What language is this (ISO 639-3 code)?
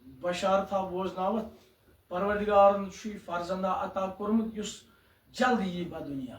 kas